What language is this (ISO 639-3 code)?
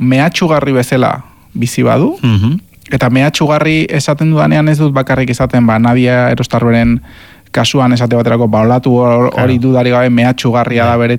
eus